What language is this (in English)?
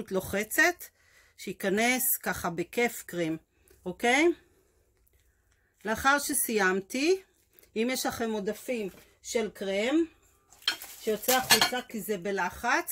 Hebrew